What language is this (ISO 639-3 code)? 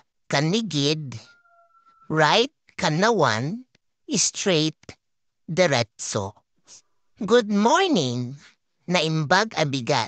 ilo